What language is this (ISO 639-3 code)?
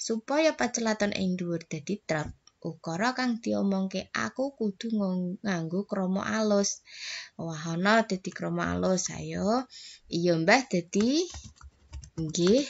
jav